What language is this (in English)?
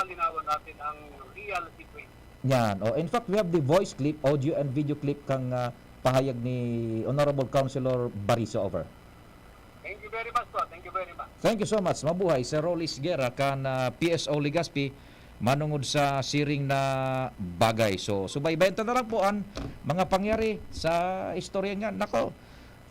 Bikol